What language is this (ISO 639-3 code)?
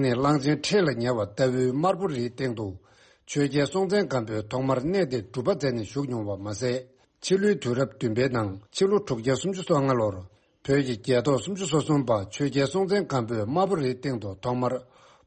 bod